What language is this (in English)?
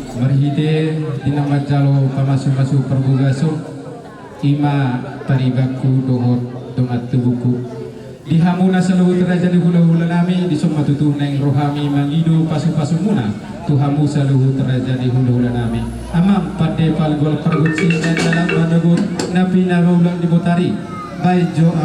Batak Toba